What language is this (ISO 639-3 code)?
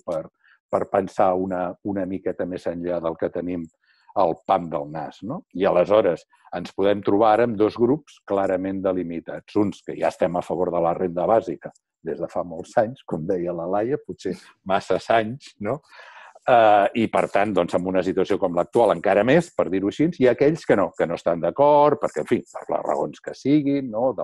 cat